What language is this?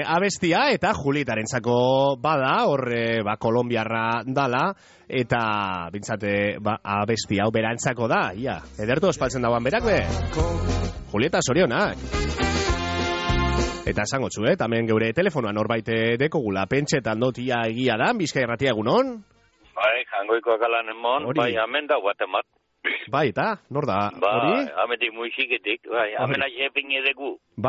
Basque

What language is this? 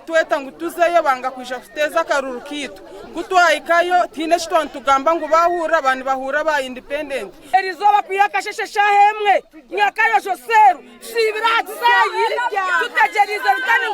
Nyankole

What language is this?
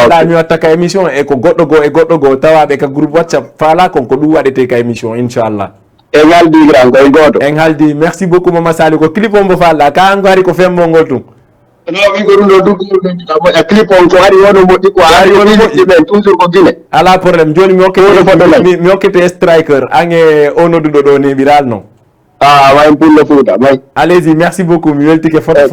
Fula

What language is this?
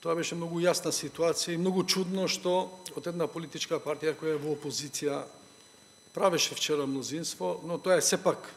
Macedonian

